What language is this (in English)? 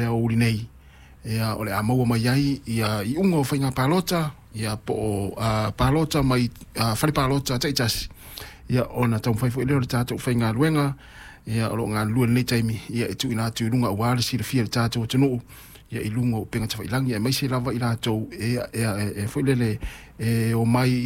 Samoan